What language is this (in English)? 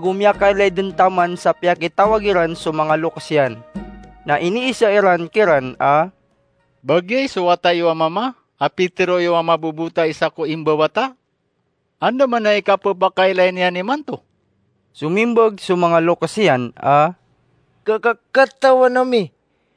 Maranao